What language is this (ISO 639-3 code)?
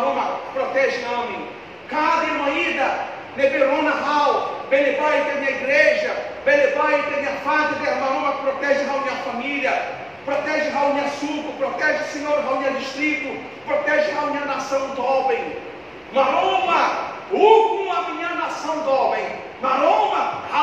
tet